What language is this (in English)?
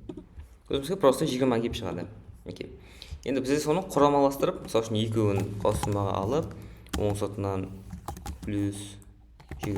Kara-Kalpak